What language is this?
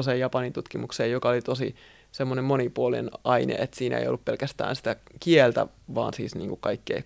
Finnish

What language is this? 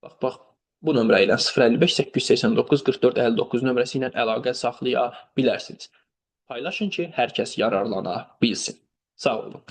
Azerbaijani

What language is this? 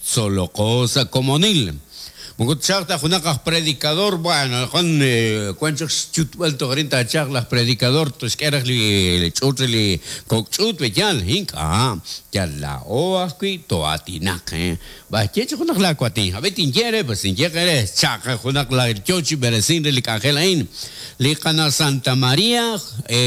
Kekchí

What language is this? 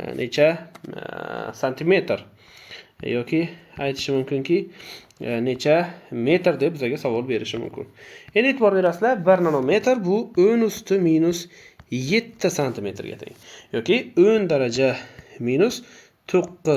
Uzbek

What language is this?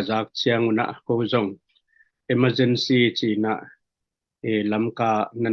Tedim Chin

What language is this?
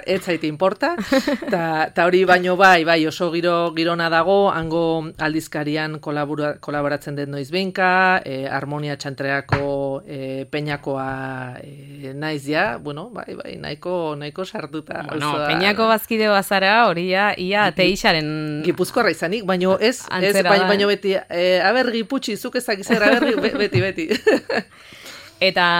Basque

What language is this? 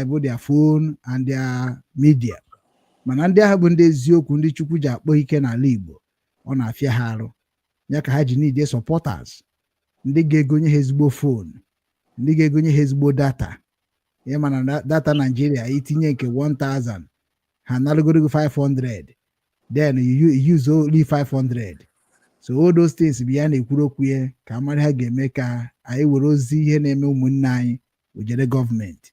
Igbo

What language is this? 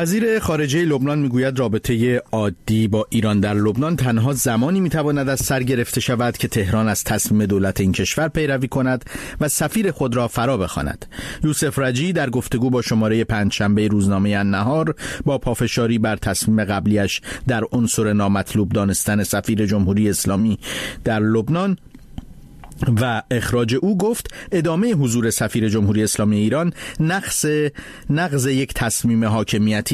Persian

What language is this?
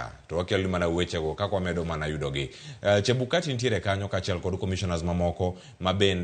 Luo (Kenya and Tanzania)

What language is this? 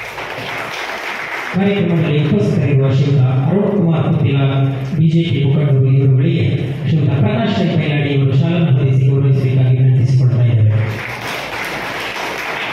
Kannada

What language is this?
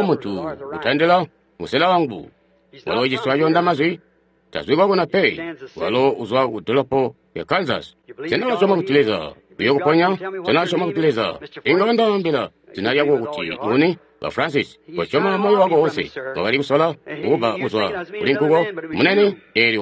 Tonga (Zambia)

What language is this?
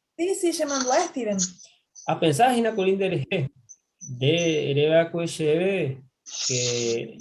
Guarani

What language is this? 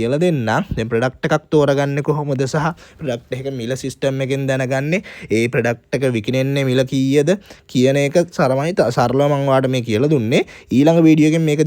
Sinhala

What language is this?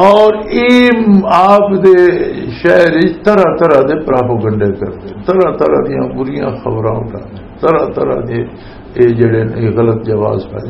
Western Panjabi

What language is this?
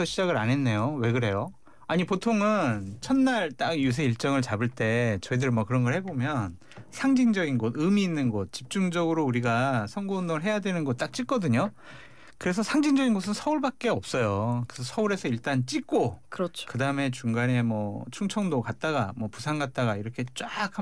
Korean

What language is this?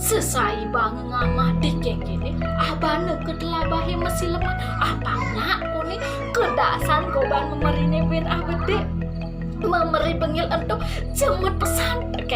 Balinese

